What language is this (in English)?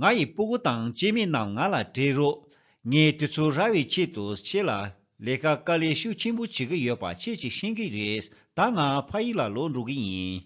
Tibetan